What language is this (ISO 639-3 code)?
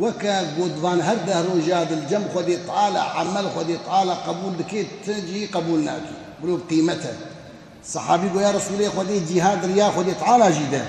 kur